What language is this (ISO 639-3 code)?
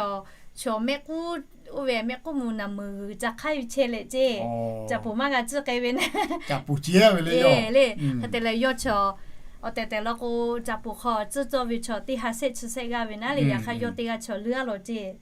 lhu